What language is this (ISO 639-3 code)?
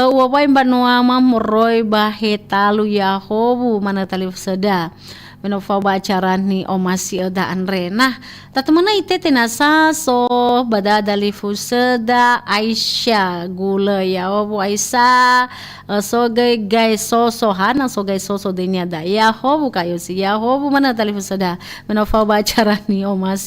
nia